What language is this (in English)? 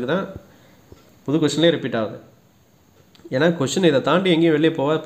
Tamil